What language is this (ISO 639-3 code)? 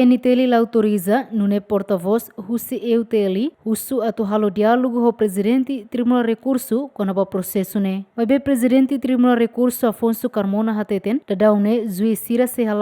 tet